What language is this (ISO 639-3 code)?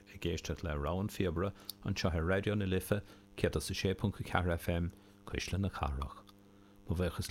gle